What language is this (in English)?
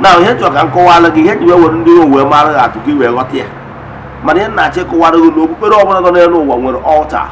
Igbo